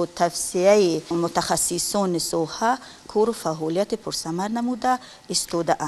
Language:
Tajik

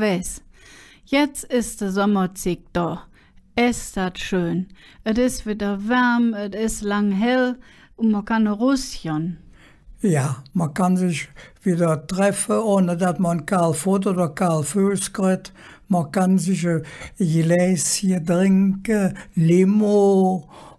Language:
Colognian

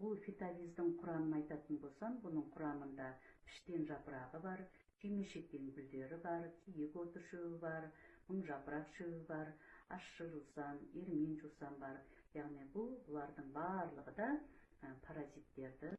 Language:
Kazakh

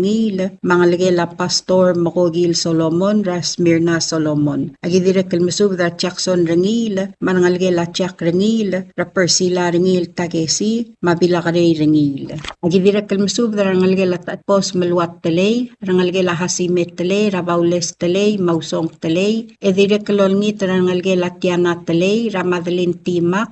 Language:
Palauan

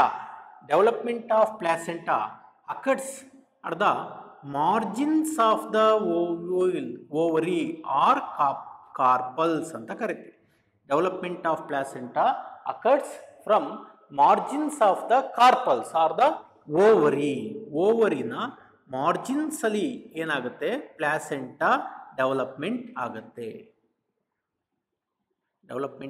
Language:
Kannada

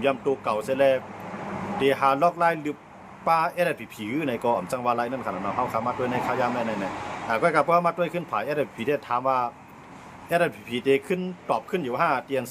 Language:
Shan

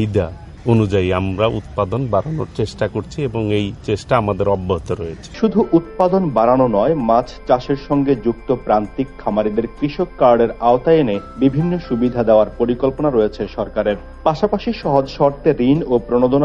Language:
Bangla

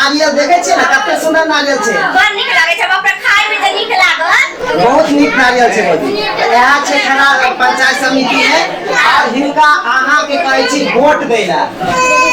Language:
Maithili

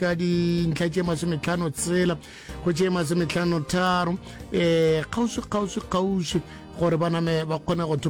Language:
Northern Sotho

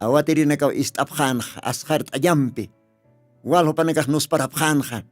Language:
Aymara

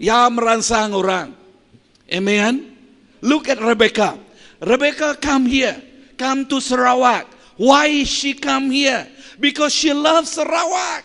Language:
Iban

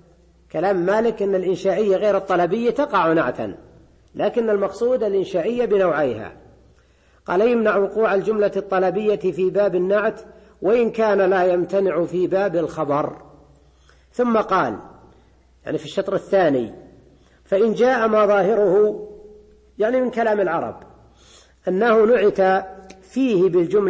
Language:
Arabic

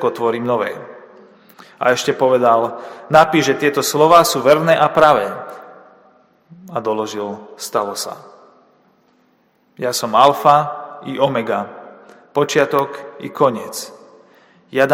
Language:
Slovak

